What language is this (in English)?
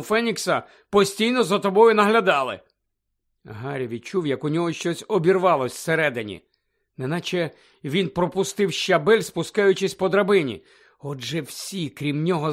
Ukrainian